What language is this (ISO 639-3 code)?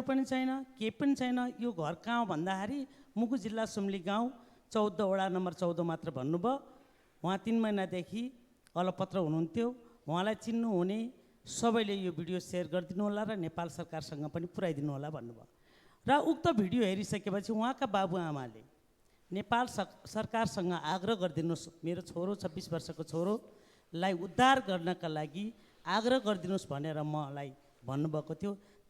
nep